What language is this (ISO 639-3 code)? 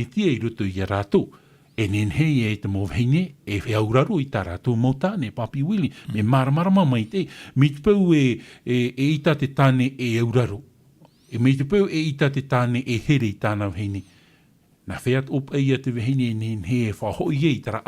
tah